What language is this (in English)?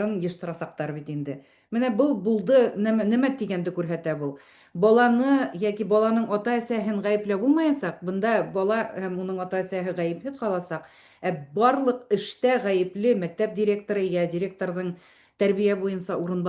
Bashkir